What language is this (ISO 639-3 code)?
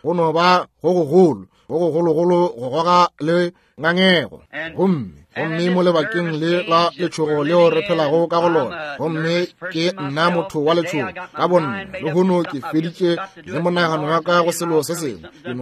nso